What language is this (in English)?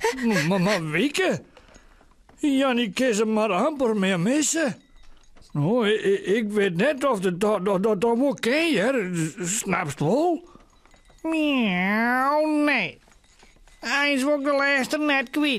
Western Frisian